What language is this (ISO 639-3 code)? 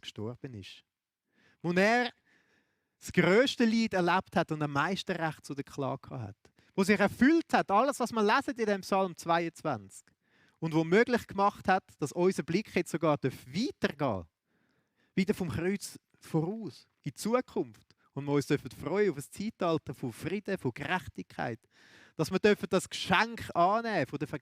gsw